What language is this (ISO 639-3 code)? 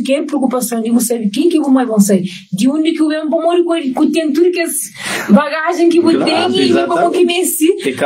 kea